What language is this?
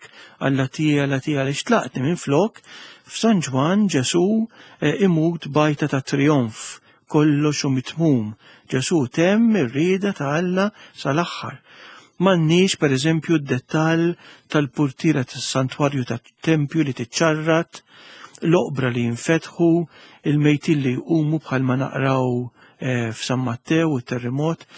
Maltese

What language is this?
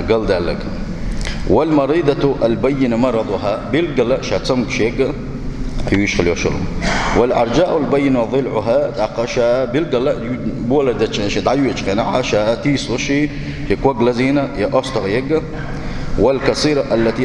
Chechen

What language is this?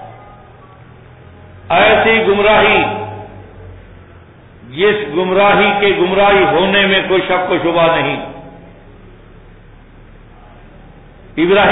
Urdu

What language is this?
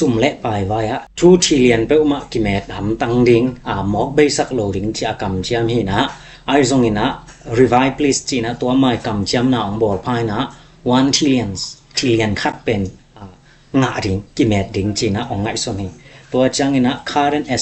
Tedim Chin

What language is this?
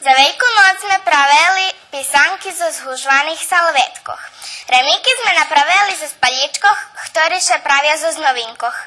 Rusyn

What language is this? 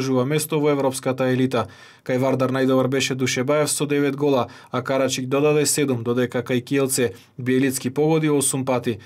Macedonian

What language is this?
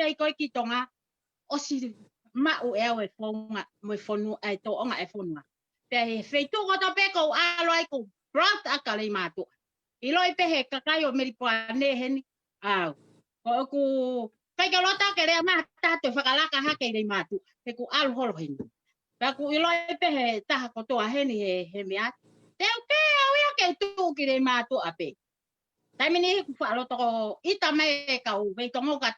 Tongan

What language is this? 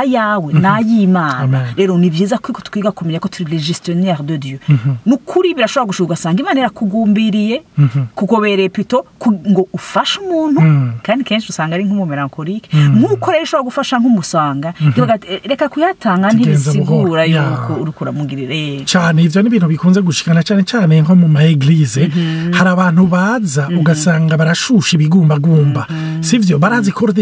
Rundi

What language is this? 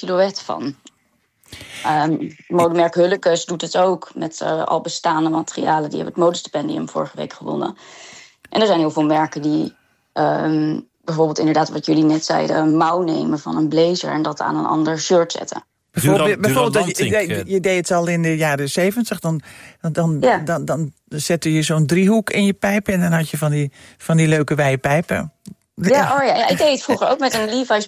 Dutch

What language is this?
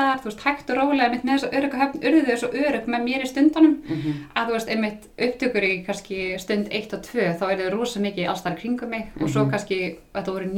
Icelandic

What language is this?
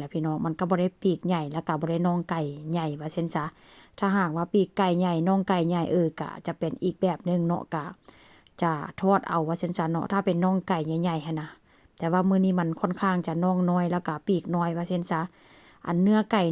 Lao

